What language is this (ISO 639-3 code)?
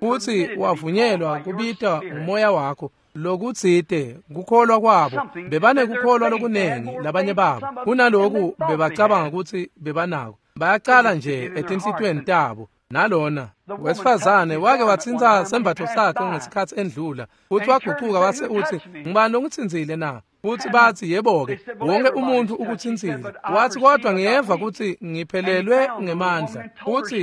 ssw